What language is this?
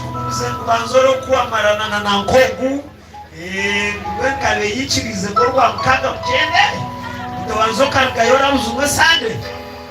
Nyankole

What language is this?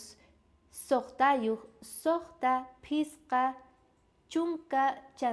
South Bolivian Quechua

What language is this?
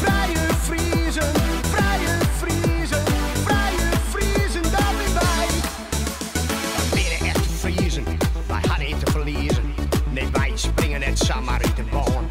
Western Frisian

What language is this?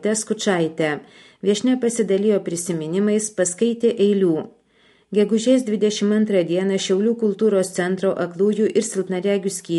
Lithuanian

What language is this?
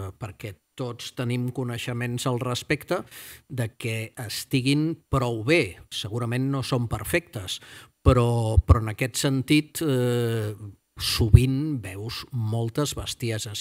Catalan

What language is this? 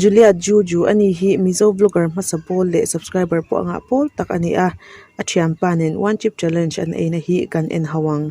Mizo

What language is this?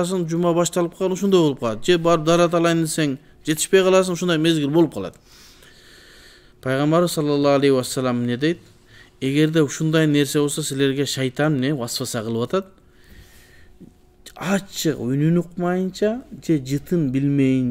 Kyrgyz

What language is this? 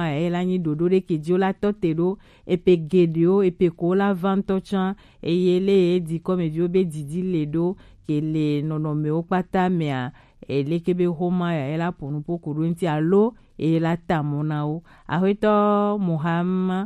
Gen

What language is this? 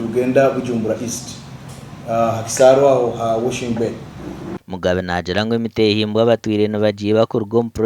Nyankole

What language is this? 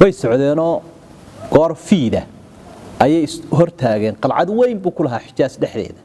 Somali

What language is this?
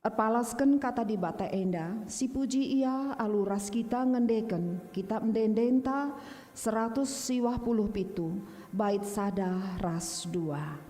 Batak Karo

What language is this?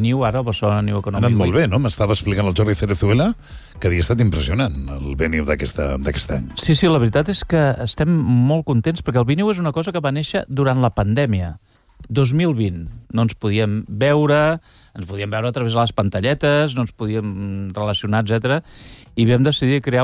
Catalan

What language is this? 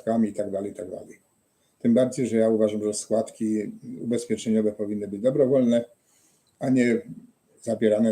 Silesian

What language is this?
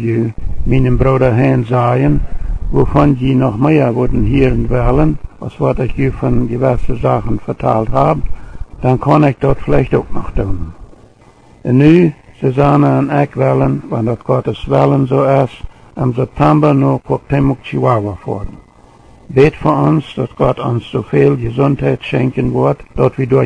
Plautdietsch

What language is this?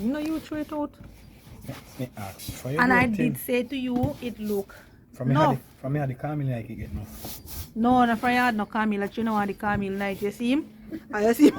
Jamaican Creole English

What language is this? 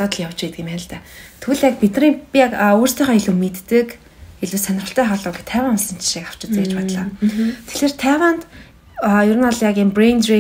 Mongolian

